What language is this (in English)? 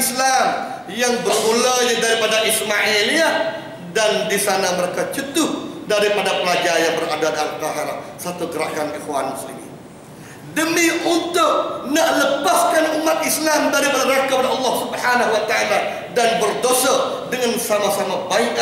Malay